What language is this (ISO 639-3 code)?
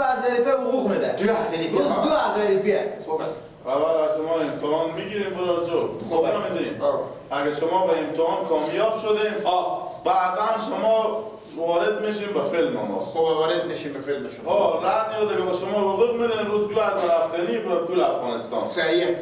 fas